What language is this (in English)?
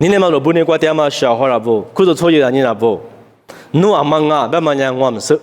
Lisu